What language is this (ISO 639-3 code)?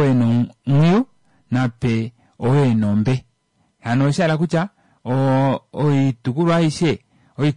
kua